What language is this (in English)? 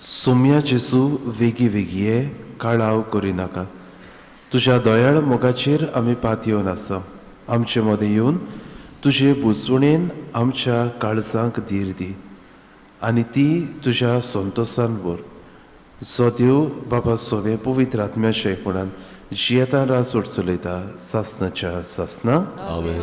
Konkani